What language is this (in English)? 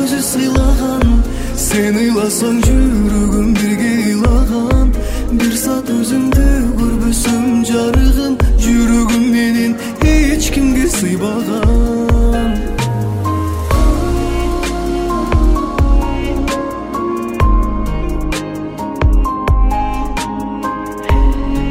Kyrgyz